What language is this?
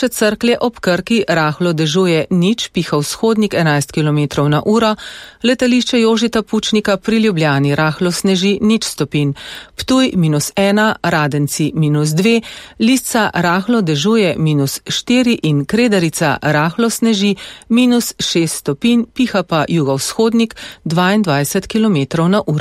Slovenian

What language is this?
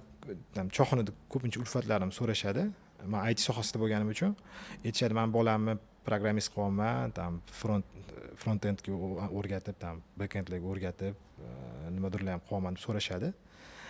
Uzbek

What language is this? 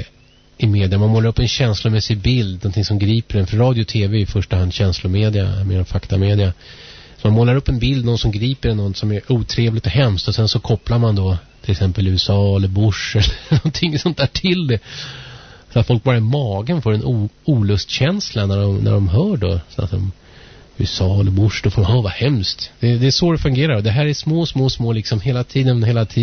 Swedish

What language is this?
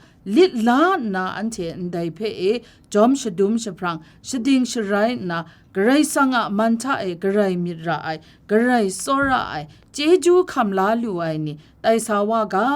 Kachin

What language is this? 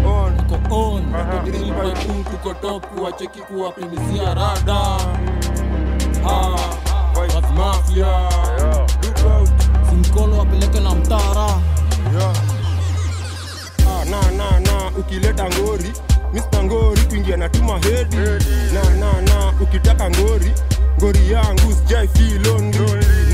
Swahili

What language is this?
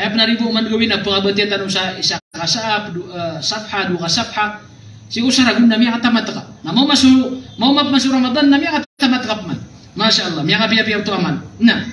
Maranao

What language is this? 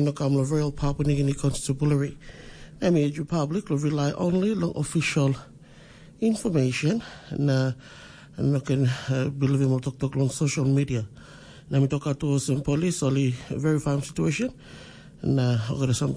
Tok Pisin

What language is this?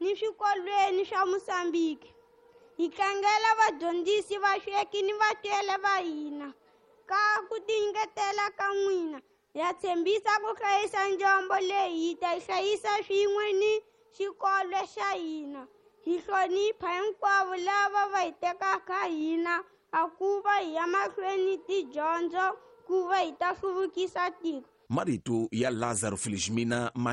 Tsonga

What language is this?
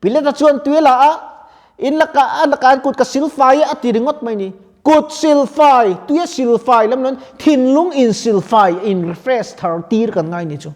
Mizo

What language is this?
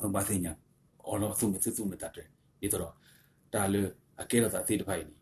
S'gaw Karen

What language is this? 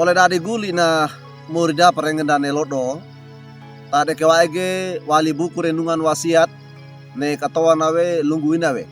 Wejewa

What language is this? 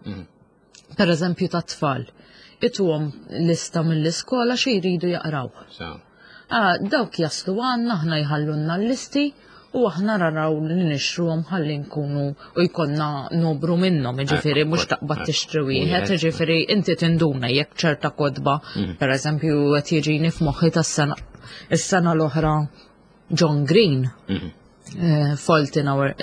Maltese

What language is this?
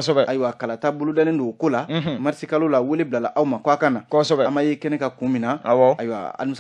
Bambara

